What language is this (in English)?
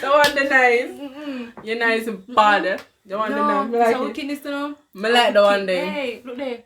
Jamaican Creole English